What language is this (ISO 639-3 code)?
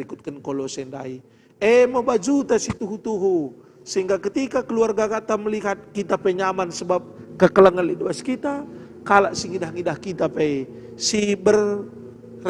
btx